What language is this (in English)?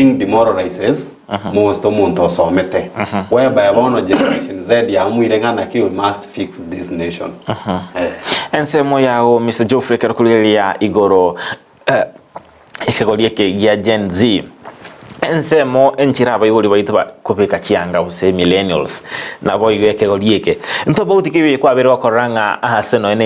Gusii